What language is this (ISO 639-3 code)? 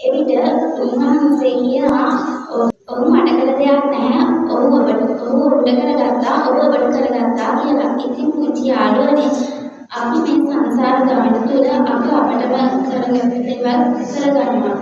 sin